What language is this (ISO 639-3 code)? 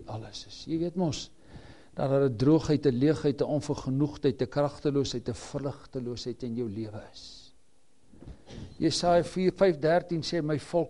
afr